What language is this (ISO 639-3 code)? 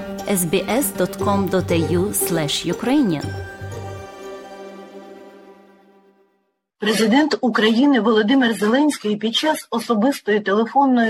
ukr